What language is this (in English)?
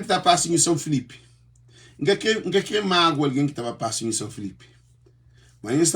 Kabuverdianu